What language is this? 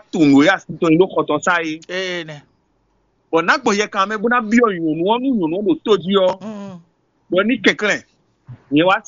Fon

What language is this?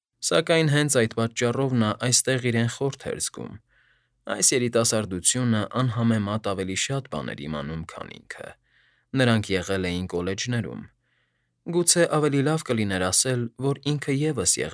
Armenian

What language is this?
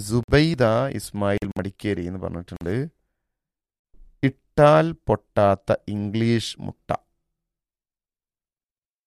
Malayalam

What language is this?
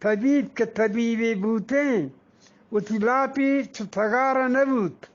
Eastern Balochi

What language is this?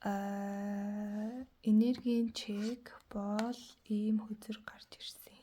Mongolian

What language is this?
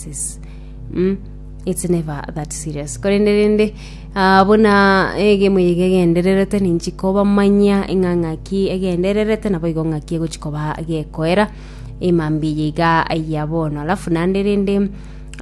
Gusii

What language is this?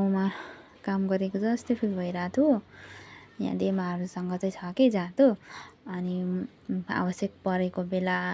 Nepali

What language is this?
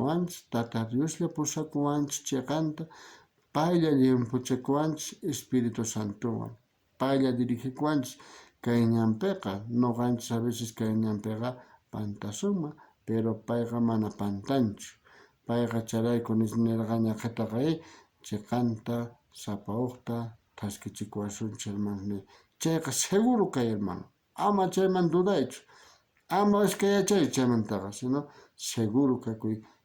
South Bolivian Quechua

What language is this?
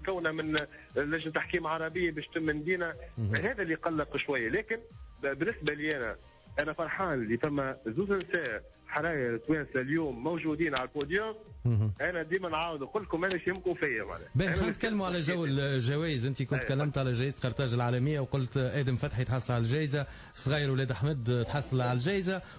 Tunisian Arabic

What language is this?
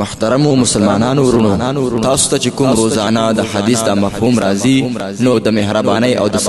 Pashto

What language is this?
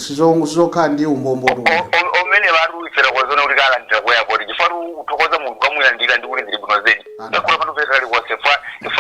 Nyanja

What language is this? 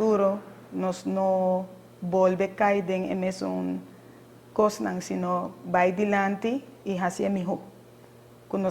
Papiamento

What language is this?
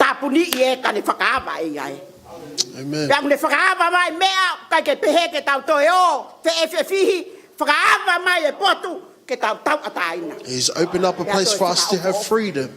Tongan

